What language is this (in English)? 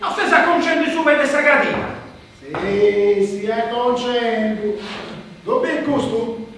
Sardinian